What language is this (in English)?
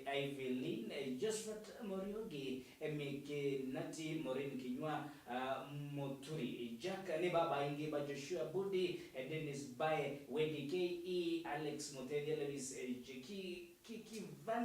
Meru